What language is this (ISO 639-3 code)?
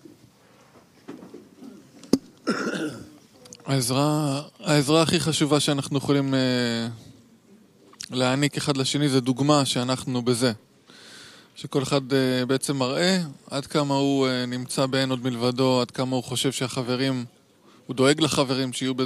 heb